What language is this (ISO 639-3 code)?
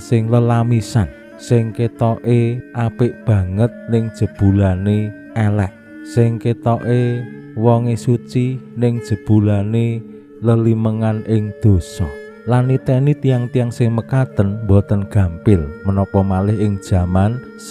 jav